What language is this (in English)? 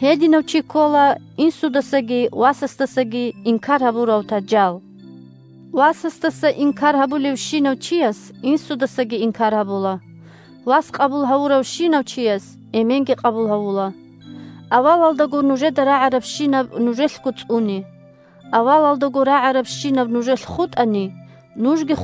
Avaric